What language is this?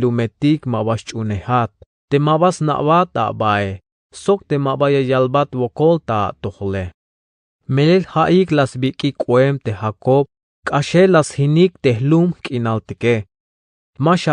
Tzeltal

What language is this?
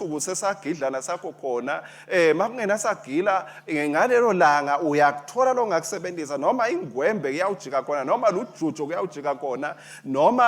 Swati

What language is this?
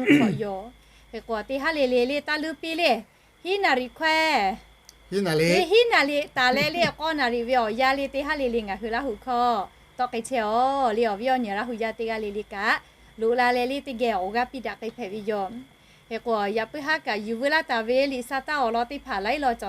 Lahu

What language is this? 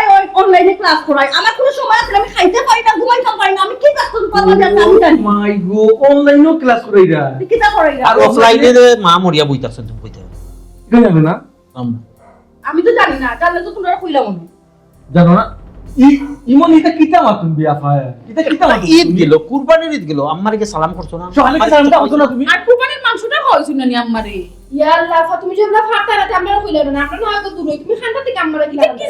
Sylheti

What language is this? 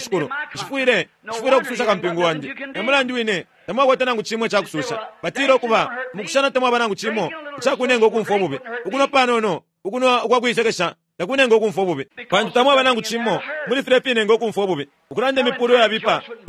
Bemba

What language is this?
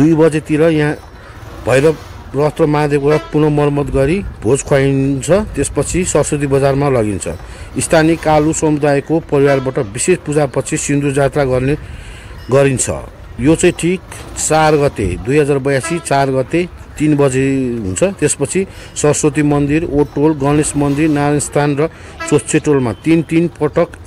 Nepali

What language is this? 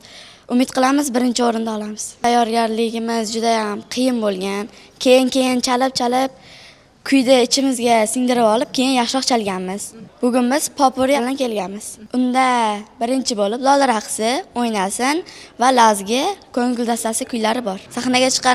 Uzbek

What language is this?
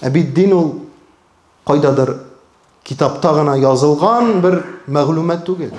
Tatar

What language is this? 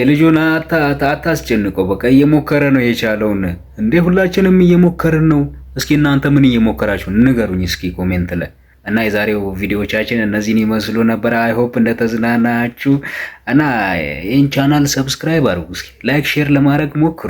Amharic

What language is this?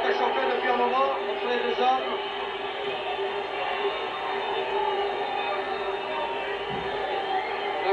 French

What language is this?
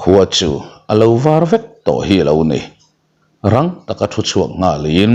Mizo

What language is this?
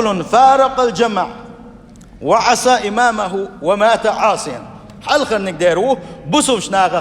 Chechen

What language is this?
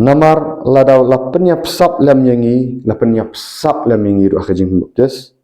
Khasi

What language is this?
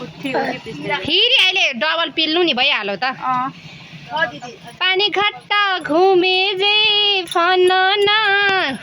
Nepali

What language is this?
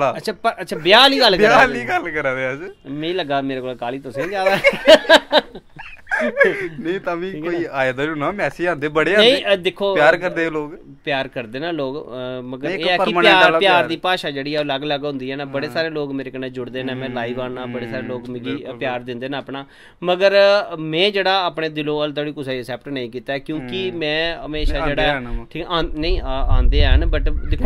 Dogri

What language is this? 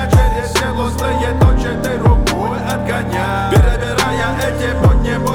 Russian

